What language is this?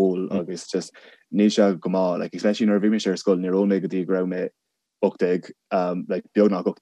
Irish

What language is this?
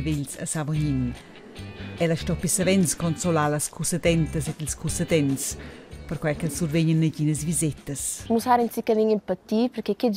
Romansh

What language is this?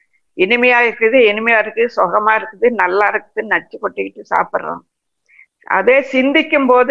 Tamil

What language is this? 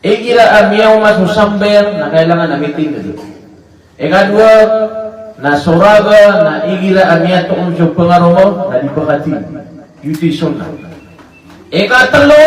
Maranao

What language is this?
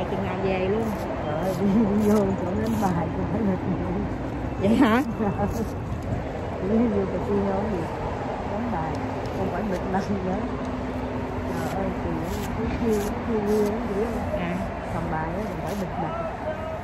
Vietnamese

